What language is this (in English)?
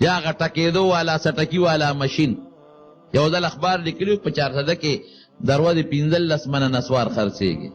Pashto